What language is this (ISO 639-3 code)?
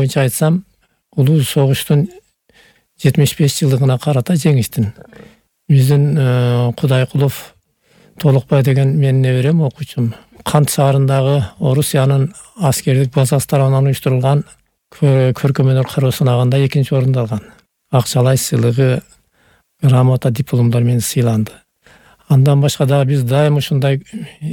kir